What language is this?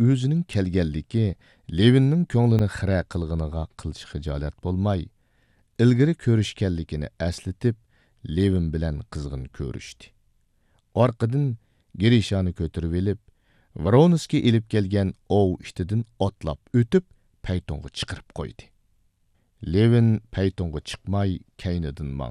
Uyghur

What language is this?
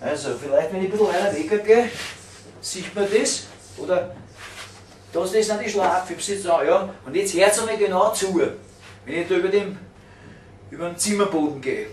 Bavarian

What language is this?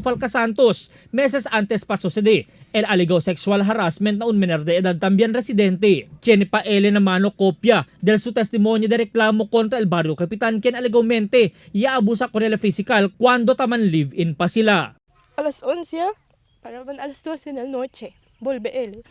Chavacano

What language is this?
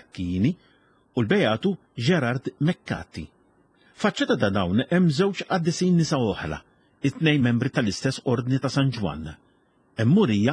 Maltese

